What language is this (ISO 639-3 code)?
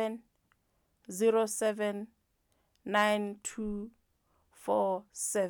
sot